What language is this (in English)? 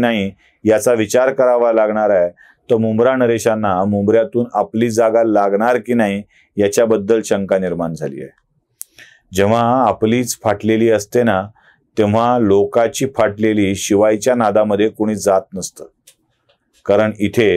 Marathi